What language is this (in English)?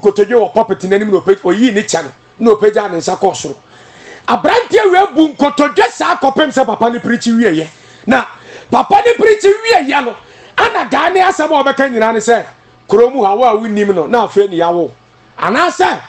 Akan